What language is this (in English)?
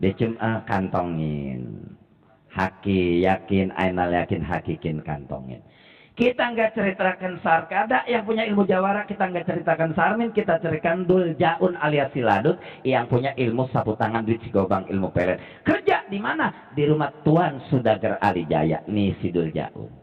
Betawi